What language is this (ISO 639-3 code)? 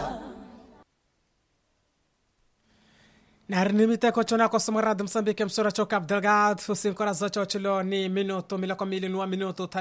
swa